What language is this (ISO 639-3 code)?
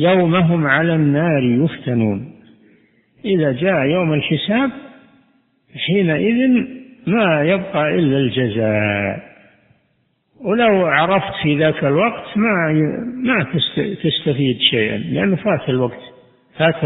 ara